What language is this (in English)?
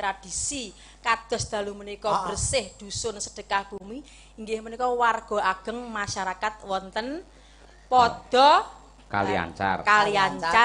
Javanese